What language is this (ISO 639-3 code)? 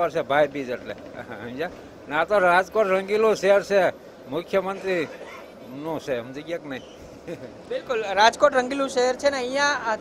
guj